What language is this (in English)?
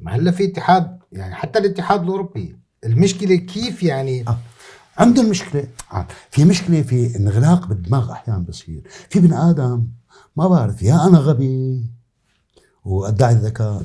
North Levantine Arabic